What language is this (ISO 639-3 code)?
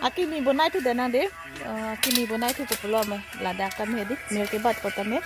mjw